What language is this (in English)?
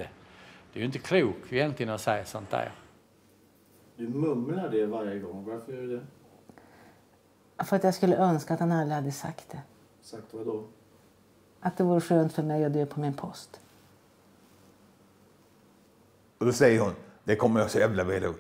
Swedish